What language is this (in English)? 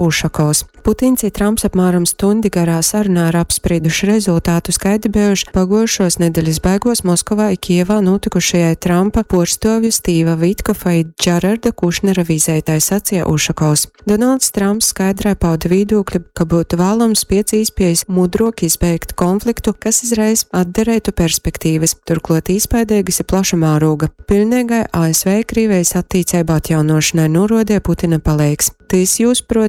Latgalian